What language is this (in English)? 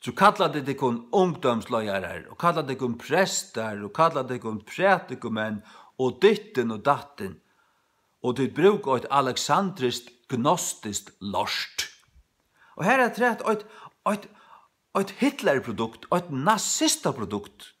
Faroese